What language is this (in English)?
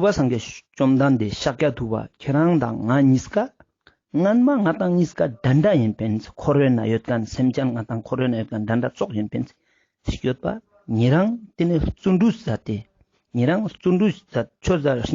Ladakhi